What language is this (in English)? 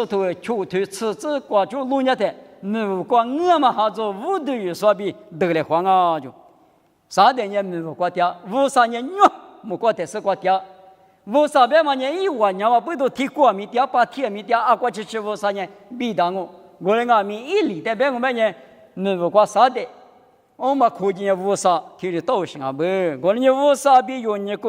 Lisu